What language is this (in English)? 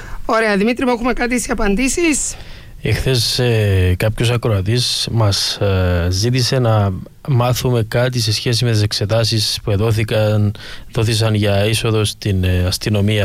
Greek